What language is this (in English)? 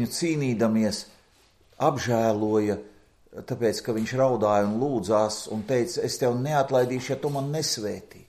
Latvian